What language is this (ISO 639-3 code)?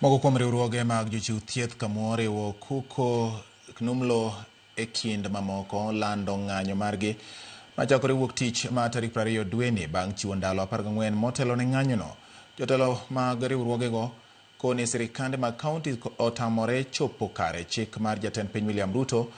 luo